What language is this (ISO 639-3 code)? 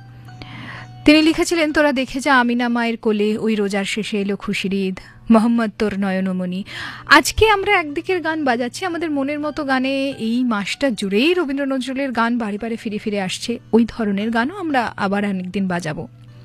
ben